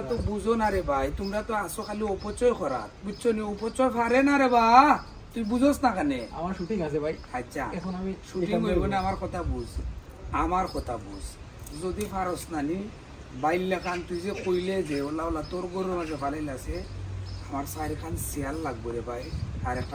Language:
Sylheti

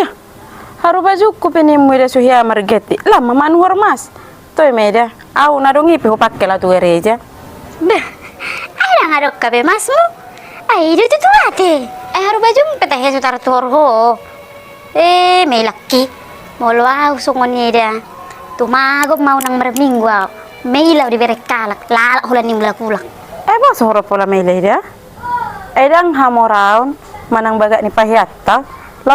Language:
Batak Toba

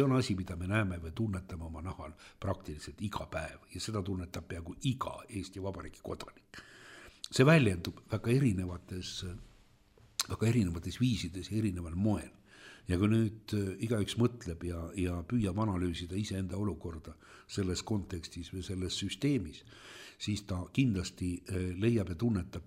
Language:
Estonian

